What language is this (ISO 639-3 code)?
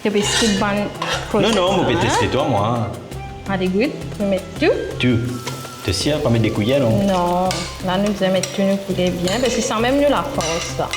mfe